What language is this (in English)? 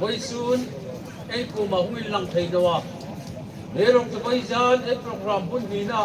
Hmar